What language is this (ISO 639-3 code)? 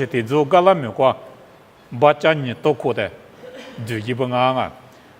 lis